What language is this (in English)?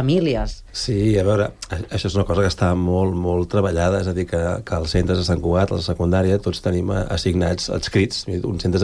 Catalan